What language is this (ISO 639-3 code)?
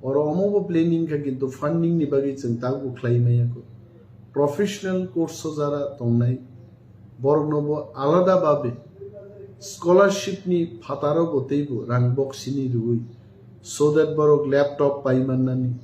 trp